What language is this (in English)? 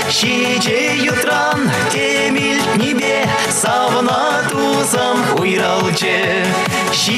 Chuvash